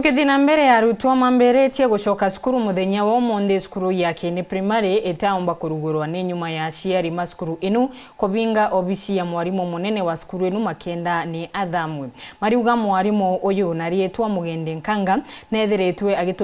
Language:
Meru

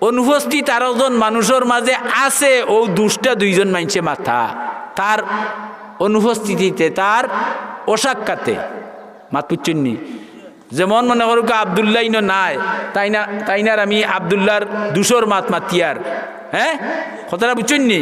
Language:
Sylheti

